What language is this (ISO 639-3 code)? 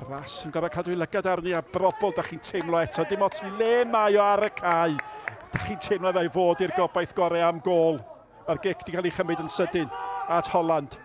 cym